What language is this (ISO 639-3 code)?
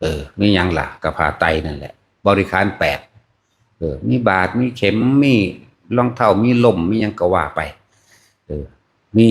tts